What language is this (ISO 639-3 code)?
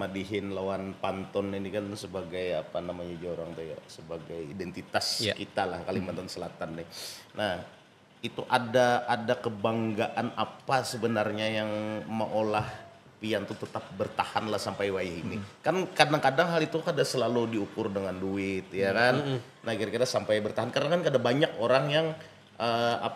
bjn